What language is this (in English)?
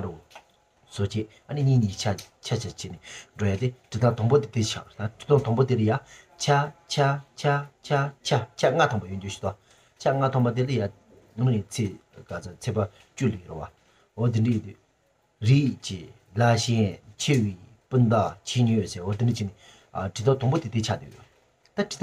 Tibetan